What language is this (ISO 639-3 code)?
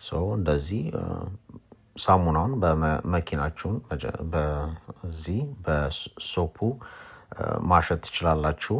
amh